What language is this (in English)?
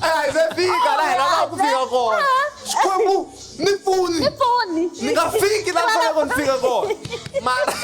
Tsonga